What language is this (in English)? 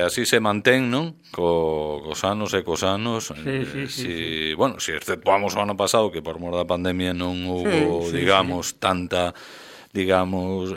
Galician